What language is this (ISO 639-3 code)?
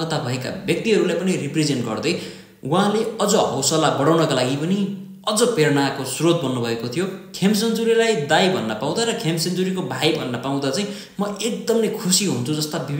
nep